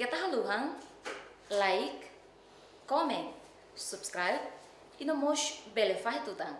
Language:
Tetum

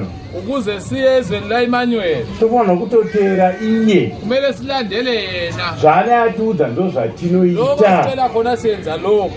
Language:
Shona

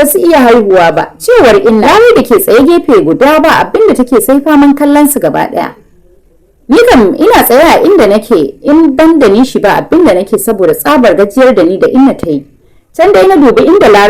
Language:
Hausa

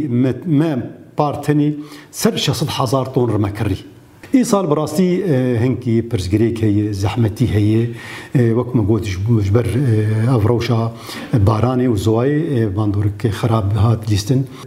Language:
Kurdish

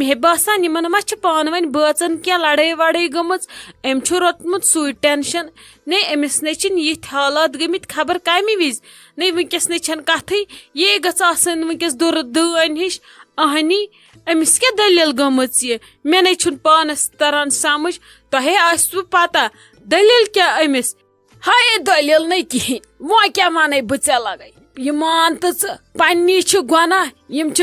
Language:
Kashmiri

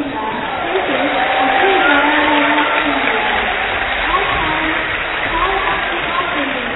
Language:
English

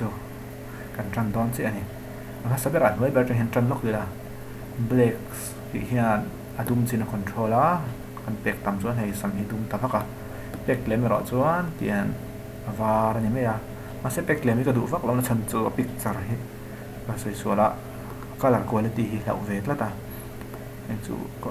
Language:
Mizo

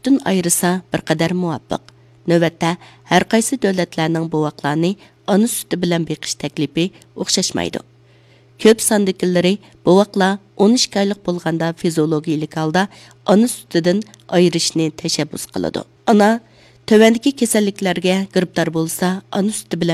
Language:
Uyghur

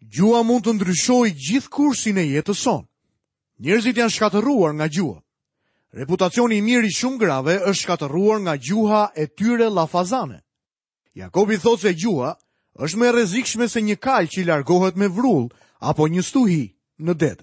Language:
Albanian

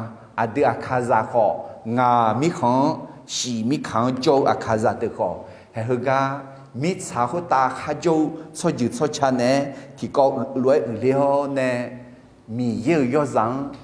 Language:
Akha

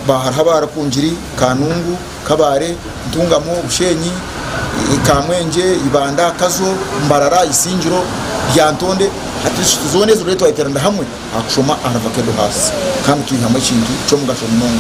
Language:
Nyankole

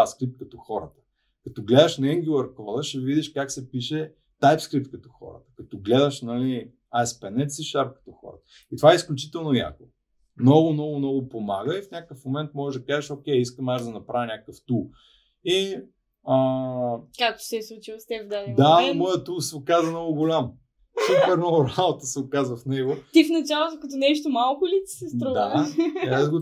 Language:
Bulgarian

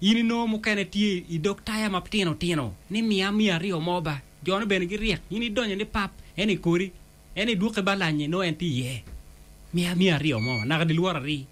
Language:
Acoli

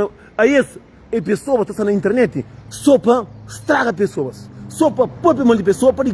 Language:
Kabuverdianu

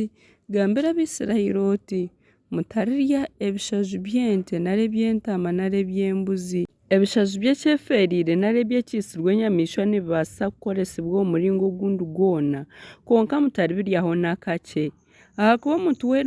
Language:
Nyankole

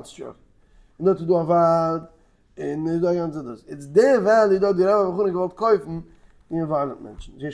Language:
Yiddish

